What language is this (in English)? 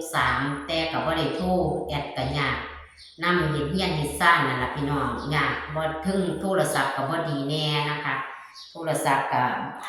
Northeastern Thai